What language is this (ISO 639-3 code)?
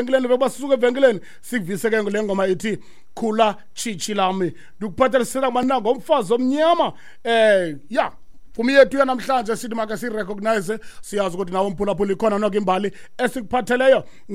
xho